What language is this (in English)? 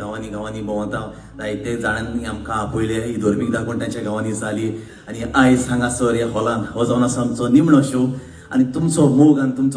Konkani